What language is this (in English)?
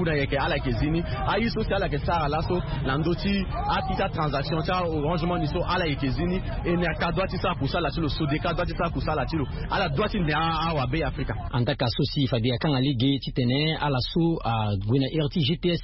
Sango